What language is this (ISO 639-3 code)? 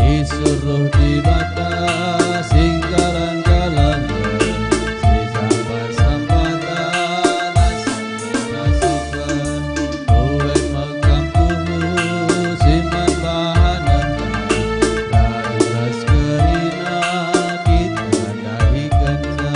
btx